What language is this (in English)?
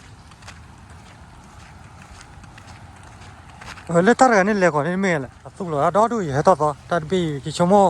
S'gaw Karen